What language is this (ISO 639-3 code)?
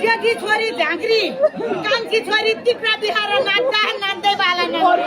nep